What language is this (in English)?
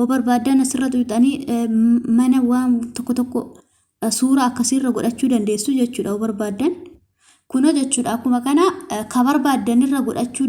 Oromo